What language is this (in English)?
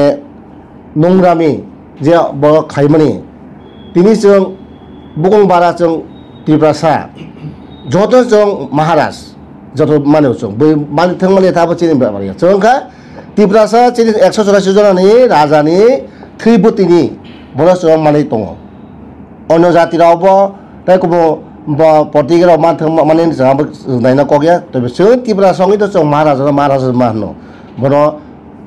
Kok Borok